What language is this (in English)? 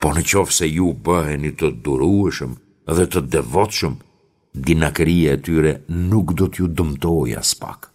Albanian